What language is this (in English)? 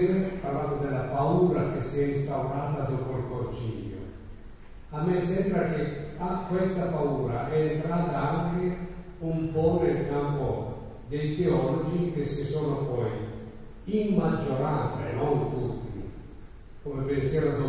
Italian